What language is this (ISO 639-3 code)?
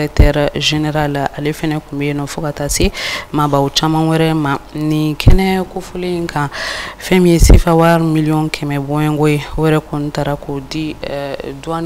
bam